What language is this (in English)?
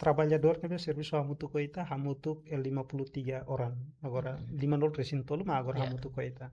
Tetum